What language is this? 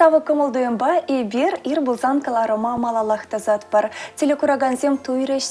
Chuvash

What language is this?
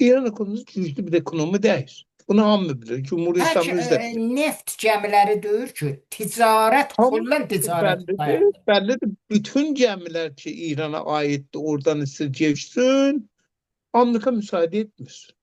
Azerbaijani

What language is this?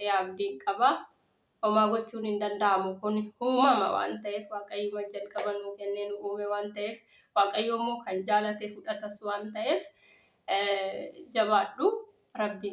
Oromo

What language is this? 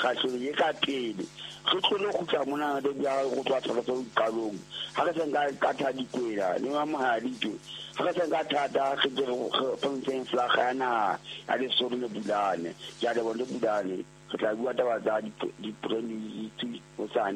Southern Sotho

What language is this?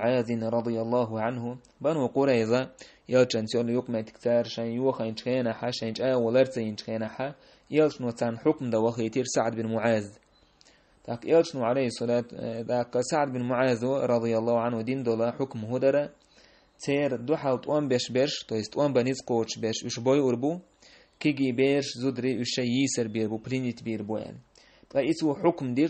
Chechen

